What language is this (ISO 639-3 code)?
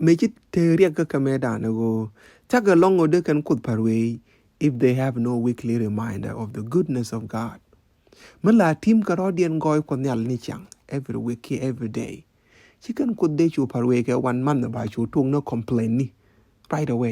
nus